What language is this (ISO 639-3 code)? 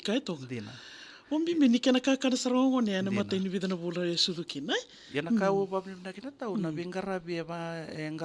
fij